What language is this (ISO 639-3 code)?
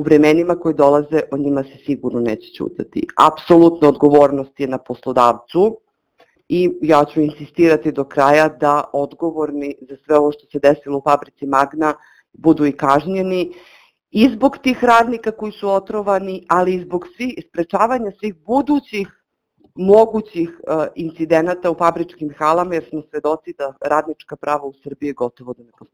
srp